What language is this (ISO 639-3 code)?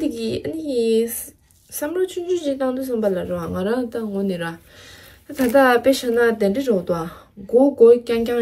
bod